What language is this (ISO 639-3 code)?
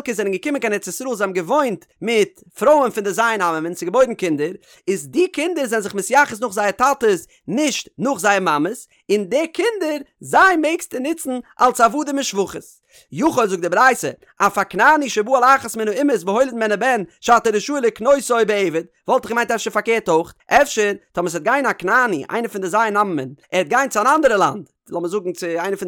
yid